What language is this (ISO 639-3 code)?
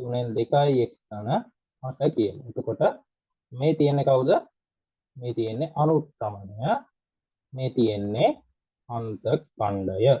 sin